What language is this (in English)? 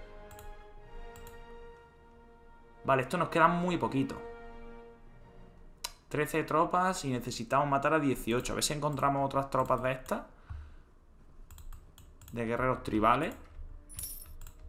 Spanish